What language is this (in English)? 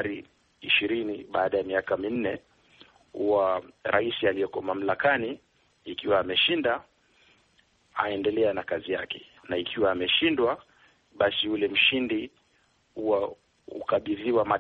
Swahili